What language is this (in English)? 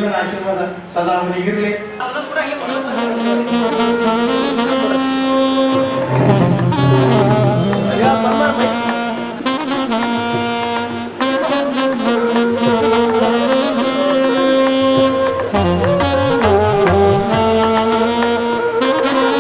Kannada